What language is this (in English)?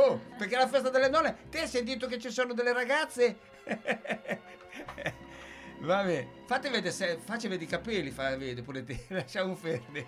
Italian